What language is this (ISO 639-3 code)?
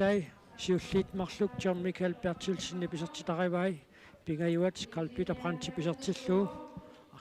kal